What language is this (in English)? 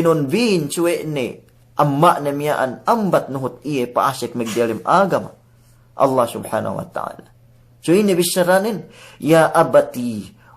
Yakan